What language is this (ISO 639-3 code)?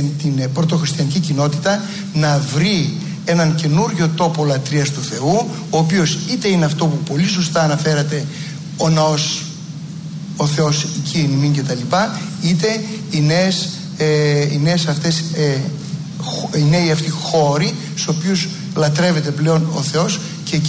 ell